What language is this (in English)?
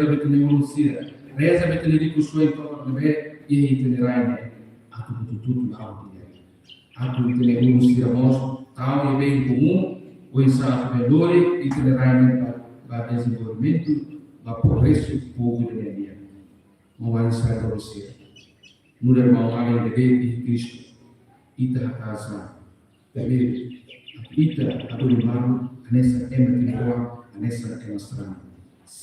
Tetum